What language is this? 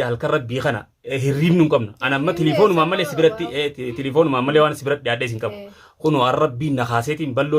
Oromo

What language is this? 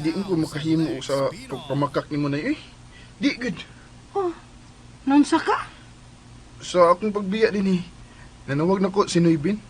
Cebuano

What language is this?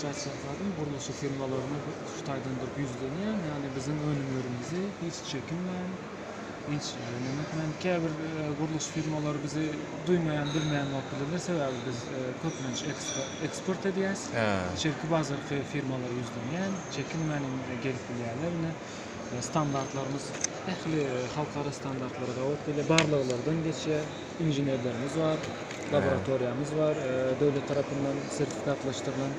Turkmen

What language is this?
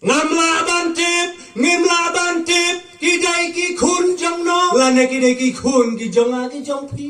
Khasi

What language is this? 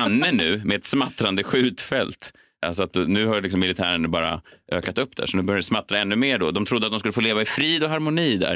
Swedish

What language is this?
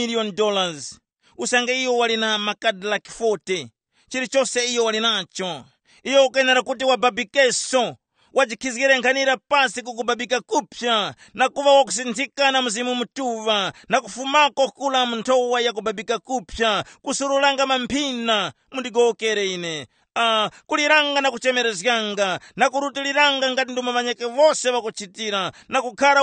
Tumbuka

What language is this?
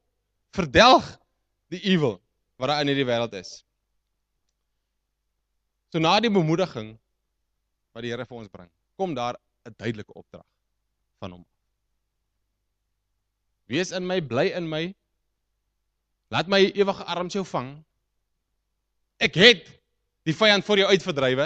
Afrikaans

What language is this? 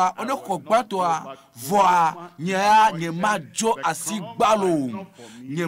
Ewe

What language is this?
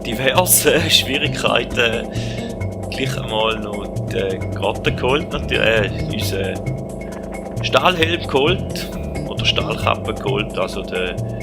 Swiss German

